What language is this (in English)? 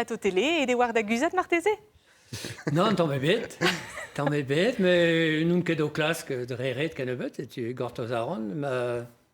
Breton